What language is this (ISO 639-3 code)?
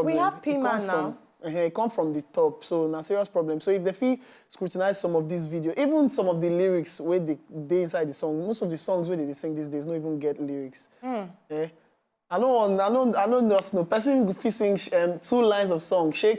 pcm